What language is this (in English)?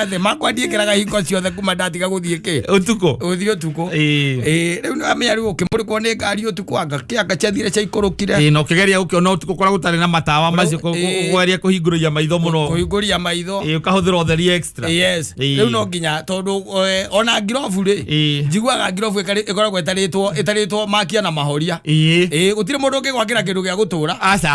Kikuyu